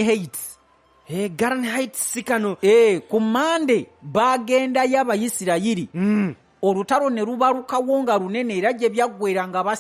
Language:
Ganda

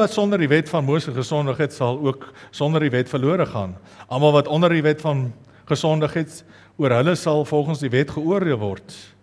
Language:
Afrikaans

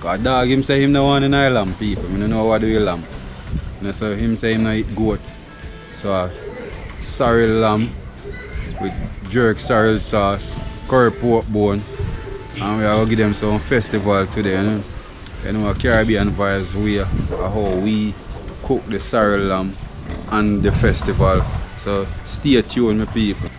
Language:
Jamaican Creole English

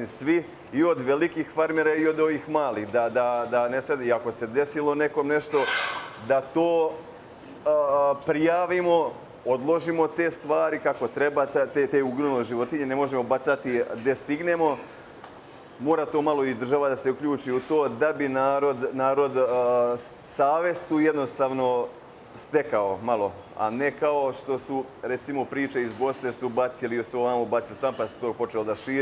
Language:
Serbian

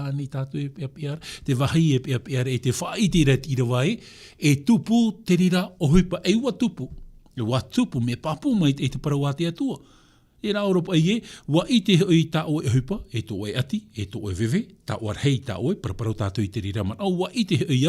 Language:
Tahitian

